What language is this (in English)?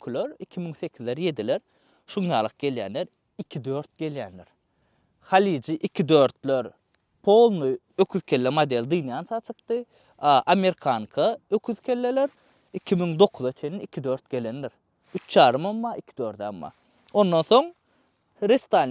Turkmen